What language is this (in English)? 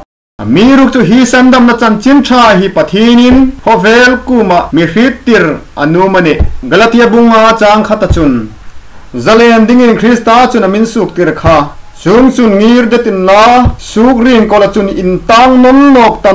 Hmar